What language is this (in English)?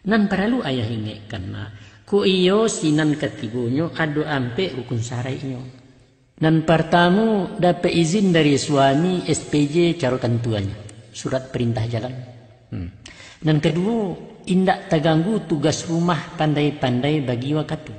Minangkabau